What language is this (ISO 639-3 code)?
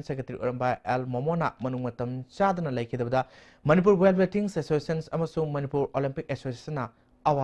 mni